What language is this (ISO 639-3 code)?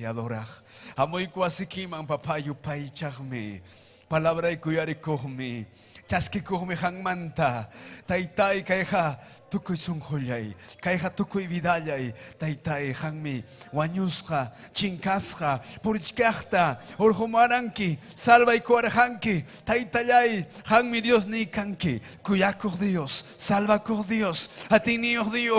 quy